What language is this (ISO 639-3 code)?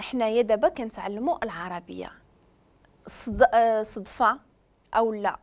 ary